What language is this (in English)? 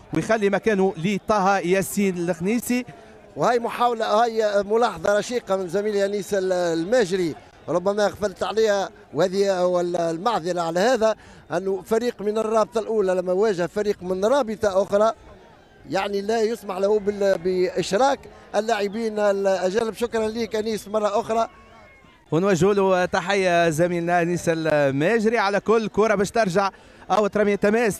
Tunisian Arabic